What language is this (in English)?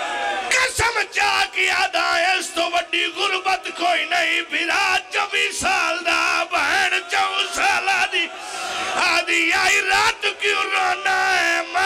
Pahari-Potwari